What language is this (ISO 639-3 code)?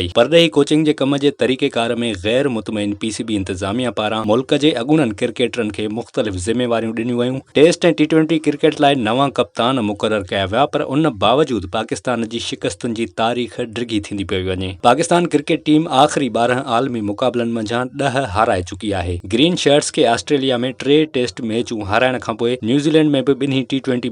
snd